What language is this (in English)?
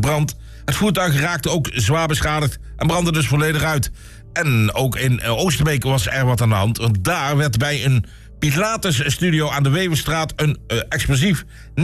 Dutch